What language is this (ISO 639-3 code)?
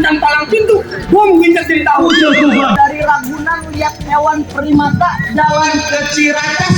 bew